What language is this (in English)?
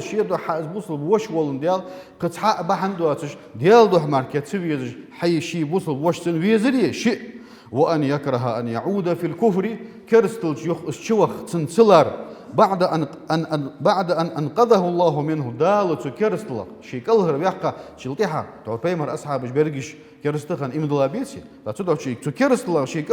Ingush